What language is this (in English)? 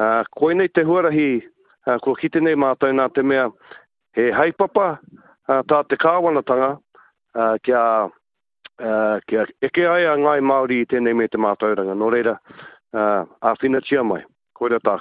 Māori